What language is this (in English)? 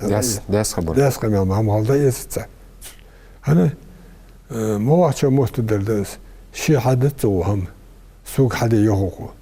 Ingush